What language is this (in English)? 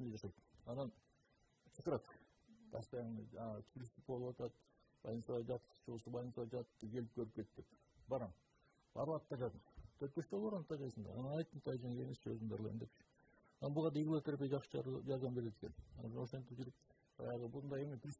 Kyrgyz